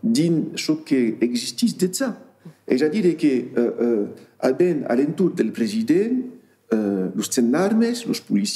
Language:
Occitan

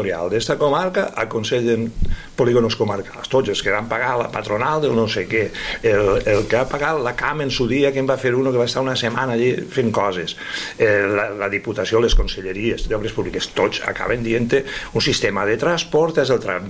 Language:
Catalan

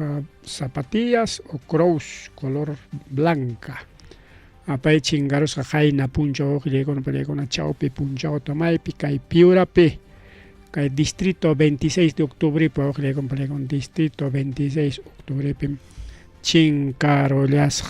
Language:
Ayacucho Quechua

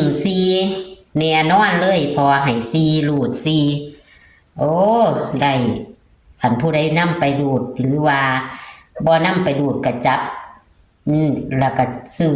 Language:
Northeastern Thai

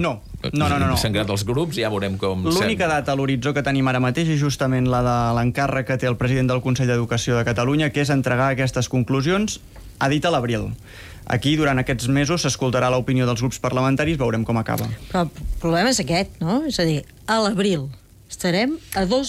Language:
Catalan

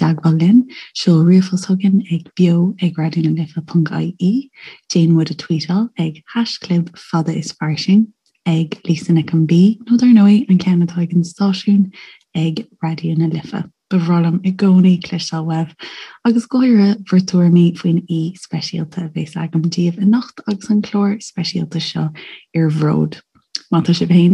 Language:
Irish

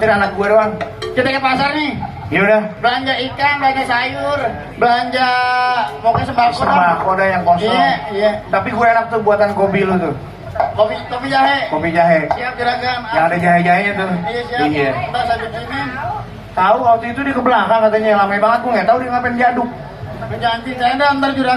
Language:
Betawi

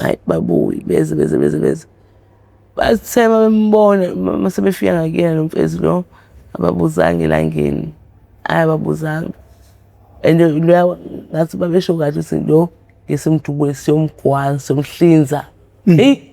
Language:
Zulu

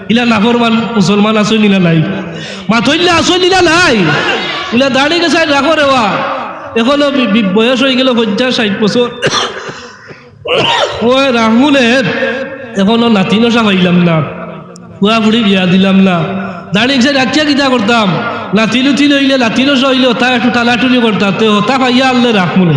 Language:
Sylheti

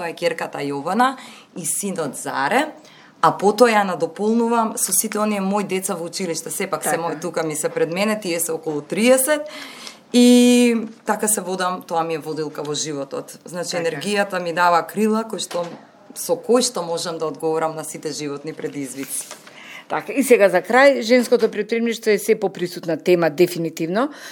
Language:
Macedonian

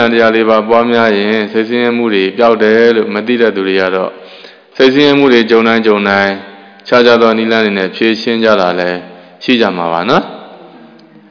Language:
Burmese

